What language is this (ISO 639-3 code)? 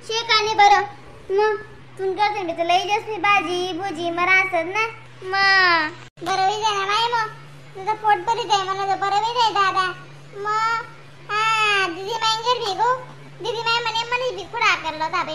khn